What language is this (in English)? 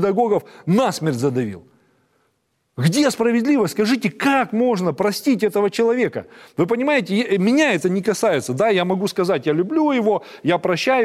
Russian